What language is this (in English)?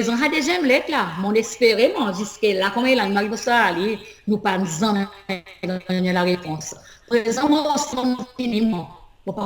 Seselwa Creole French